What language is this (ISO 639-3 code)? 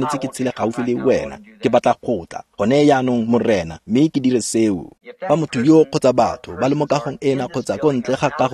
tsn